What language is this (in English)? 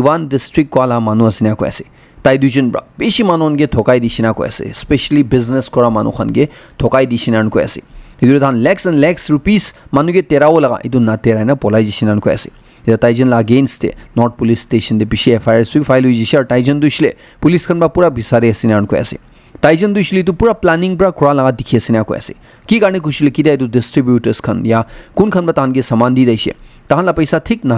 Naga Pidgin